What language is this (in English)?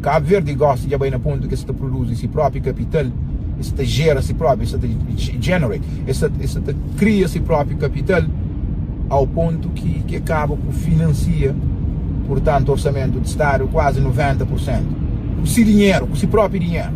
Kabuverdianu